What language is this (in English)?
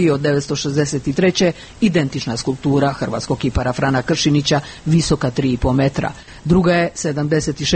Croatian